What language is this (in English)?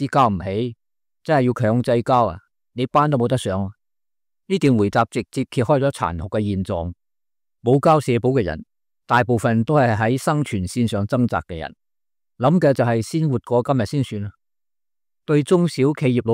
Cantonese